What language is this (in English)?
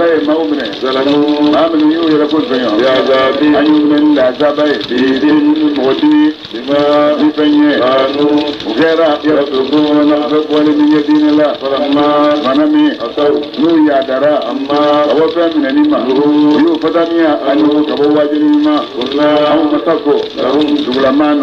Bambara